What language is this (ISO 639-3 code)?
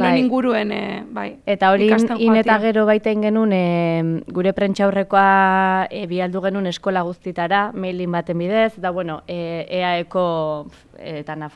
eus